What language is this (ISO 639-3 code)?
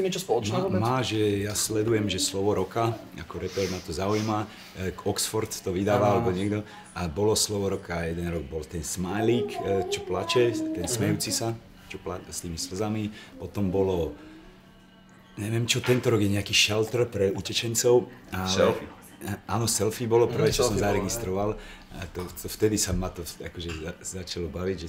slk